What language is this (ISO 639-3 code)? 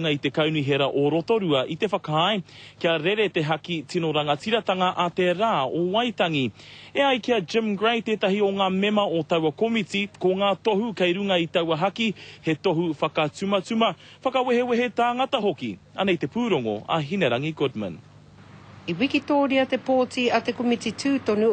mri